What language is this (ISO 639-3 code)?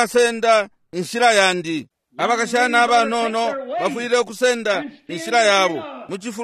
bem